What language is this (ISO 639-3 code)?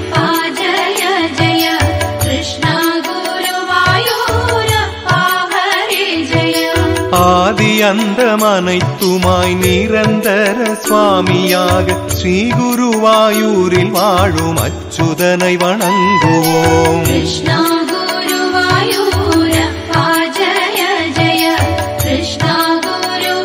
tam